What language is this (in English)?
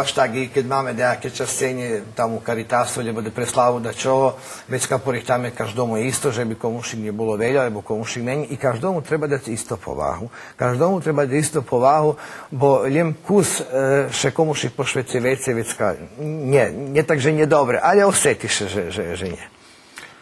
Rusyn